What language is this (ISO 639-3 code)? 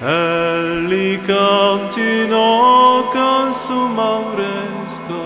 oci